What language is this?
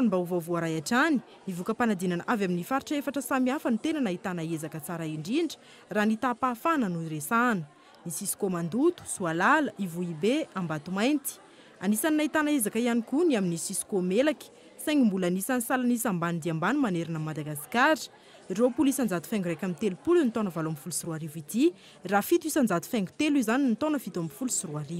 Malagasy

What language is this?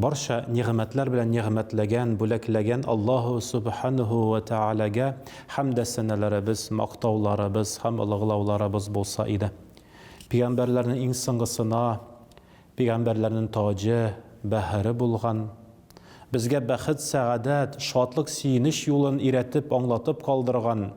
Tatar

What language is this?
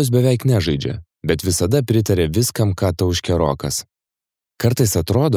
Lithuanian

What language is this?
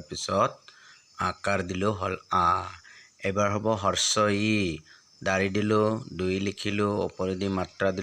Assamese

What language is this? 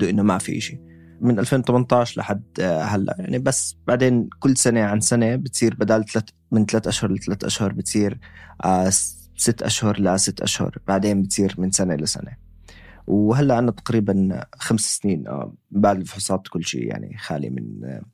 North Levantine Arabic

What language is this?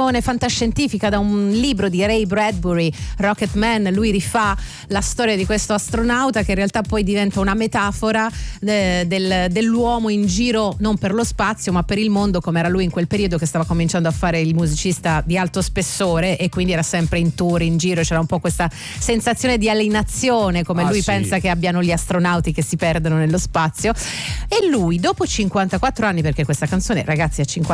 Italian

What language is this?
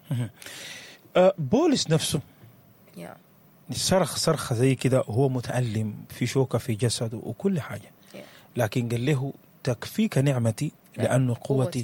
Sudanese Arabic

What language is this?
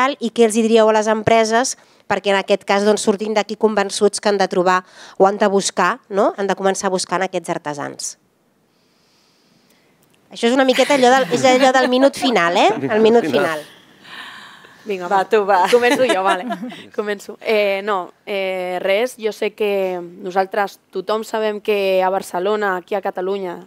Catalan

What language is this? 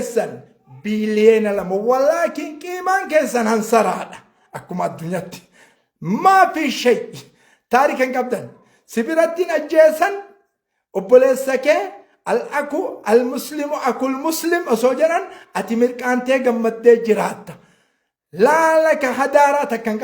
Oromo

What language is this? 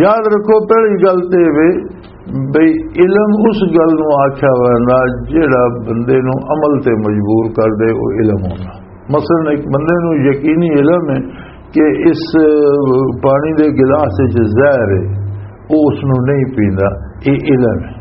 Western Panjabi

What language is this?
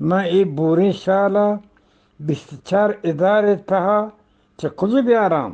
Eastern Balochi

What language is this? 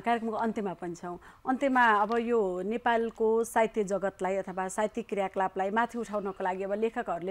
Nepali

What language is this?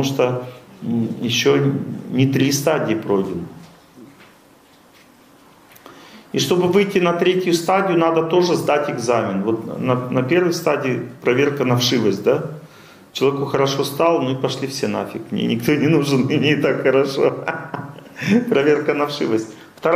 Russian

